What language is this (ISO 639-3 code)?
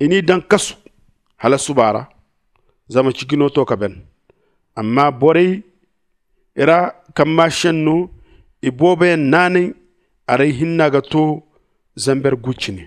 dje